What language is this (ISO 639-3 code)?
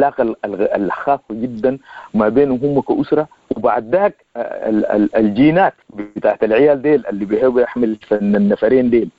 apd